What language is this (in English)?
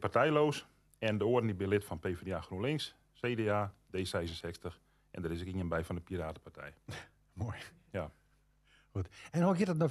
Western Frisian